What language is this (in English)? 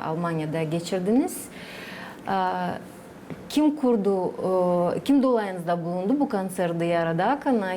Gagauz